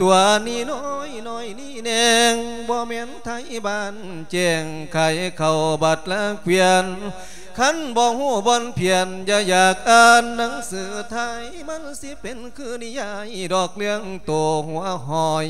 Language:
Lao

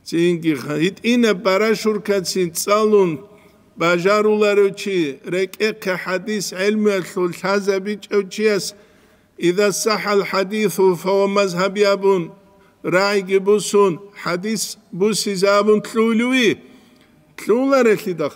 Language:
Avaric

